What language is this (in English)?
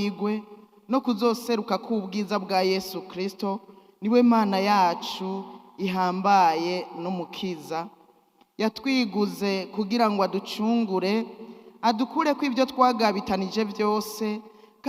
Rundi